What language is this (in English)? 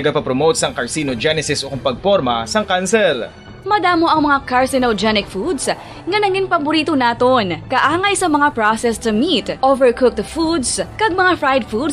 Hiligaynon